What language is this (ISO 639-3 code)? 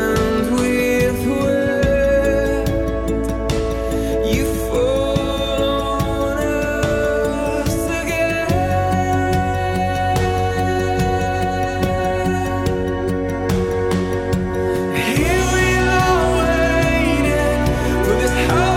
est